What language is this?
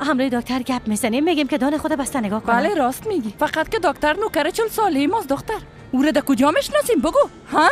Persian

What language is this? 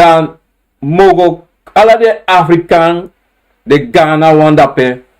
Sranan Tongo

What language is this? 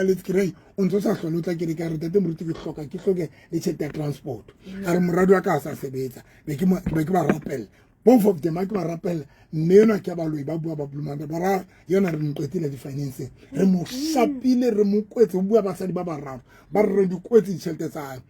Southern Sotho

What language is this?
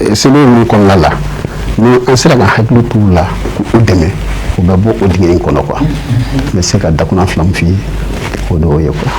Bambara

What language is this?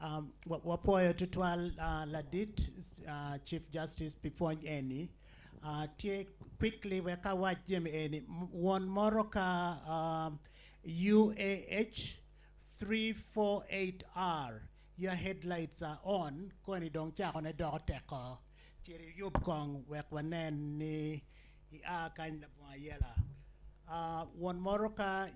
Acoli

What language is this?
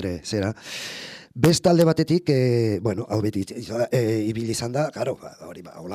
Basque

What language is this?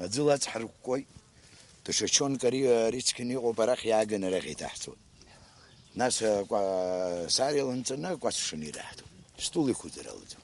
Abkhazian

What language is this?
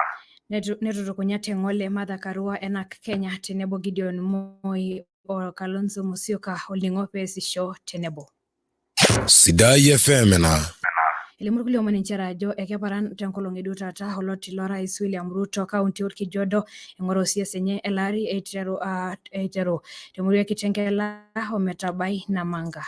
Masai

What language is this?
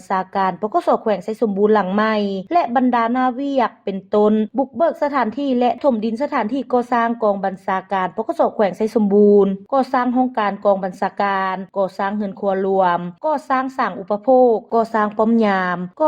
Lao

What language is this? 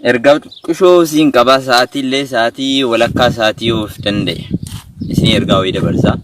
Oromo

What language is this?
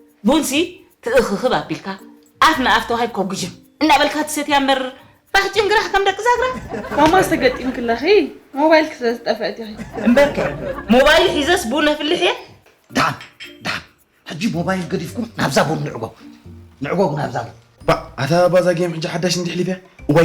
Tigrinya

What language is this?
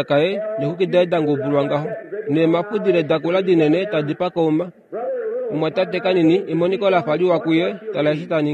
Kuanyama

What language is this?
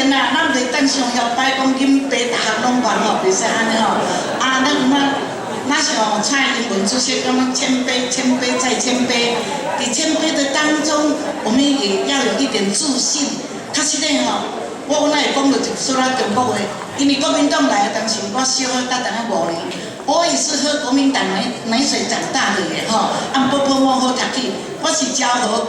Min Nan Chinese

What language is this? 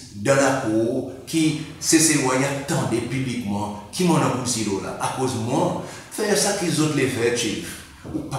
Seselwa Creole French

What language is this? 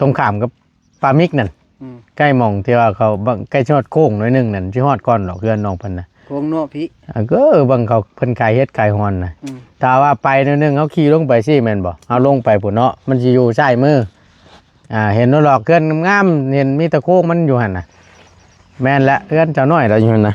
Northeastern Thai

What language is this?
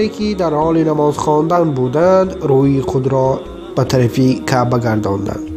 Tajik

